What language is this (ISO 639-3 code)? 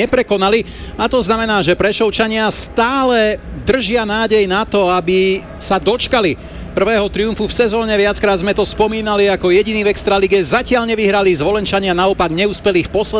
slk